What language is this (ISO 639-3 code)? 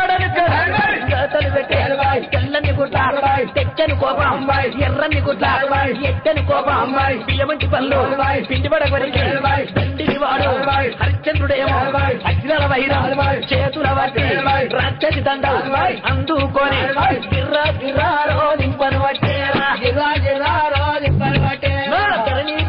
tel